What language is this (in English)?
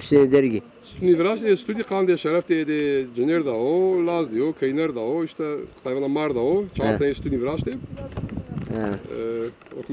Zaza